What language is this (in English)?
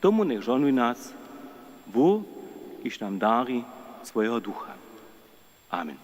Upper Sorbian